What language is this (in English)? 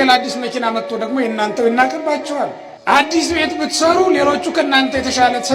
Amharic